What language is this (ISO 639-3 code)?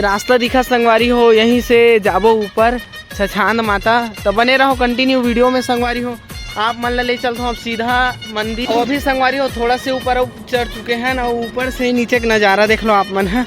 hne